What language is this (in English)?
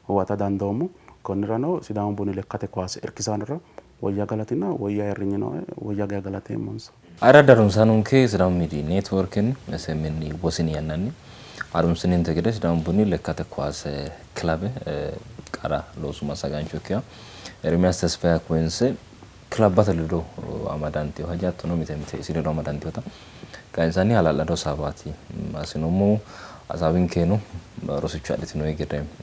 Sidamo